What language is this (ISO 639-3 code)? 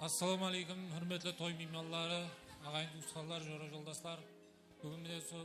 kaa